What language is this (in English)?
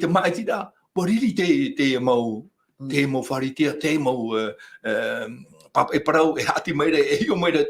Tahitian